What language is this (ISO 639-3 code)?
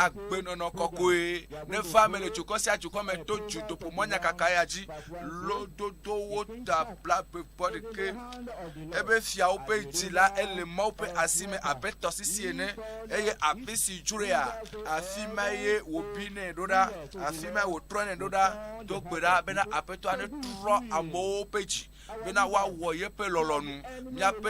ewe